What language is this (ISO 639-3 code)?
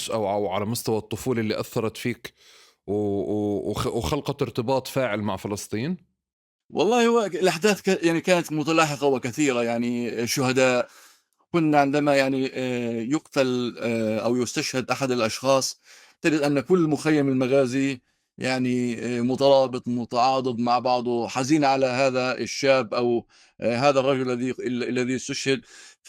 apc